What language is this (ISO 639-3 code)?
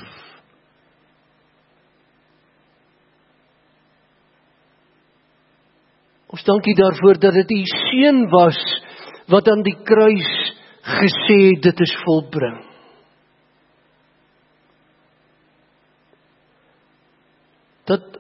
afr